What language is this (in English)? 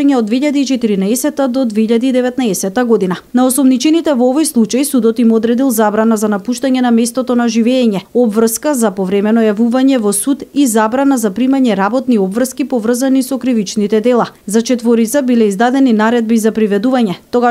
Macedonian